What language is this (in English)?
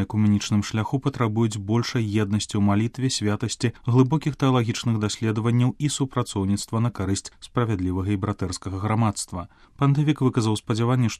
Belarusian